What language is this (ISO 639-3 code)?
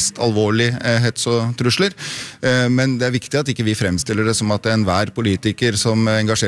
nor